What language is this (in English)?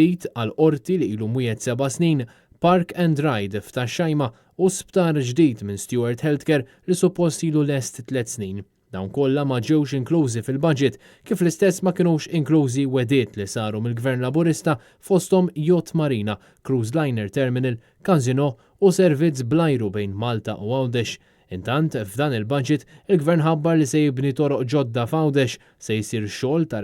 Maltese